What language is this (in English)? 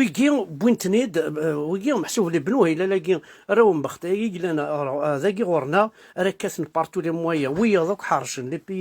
Kabyle